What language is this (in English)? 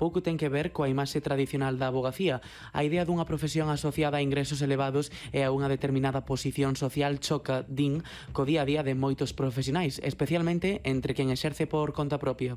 Galician